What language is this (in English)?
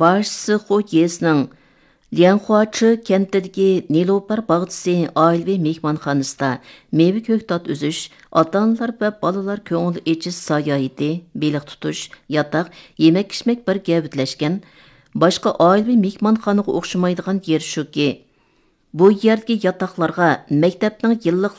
Uyghur